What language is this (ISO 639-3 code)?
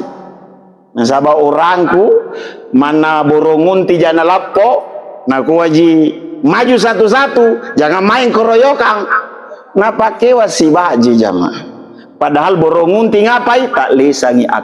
mak